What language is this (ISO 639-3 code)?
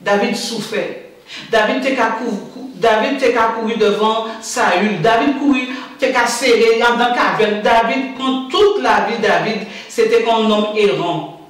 gcf